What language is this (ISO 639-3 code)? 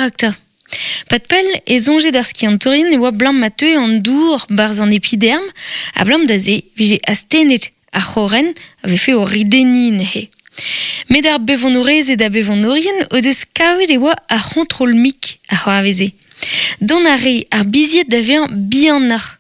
bre